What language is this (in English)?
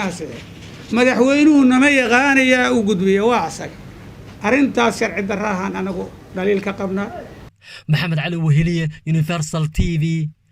Somali